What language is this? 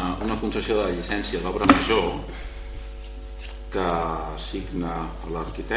Catalan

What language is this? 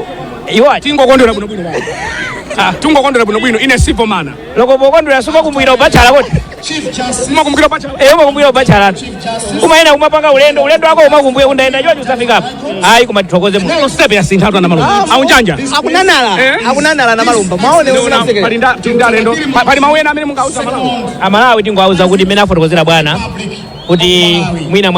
Nyanja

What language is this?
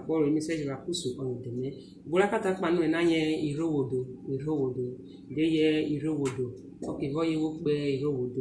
Urhobo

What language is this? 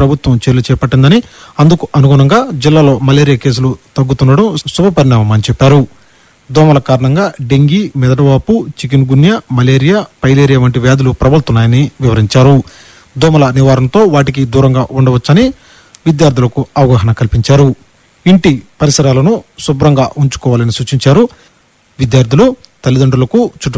Telugu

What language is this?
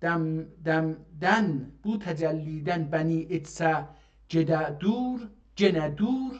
South Azerbaijani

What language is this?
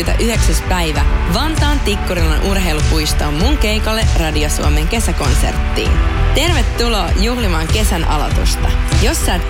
Finnish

